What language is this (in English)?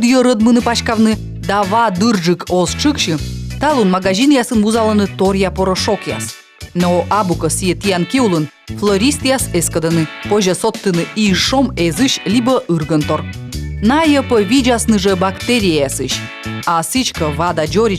Komi